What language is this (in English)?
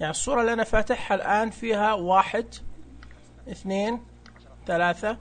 Najdi Arabic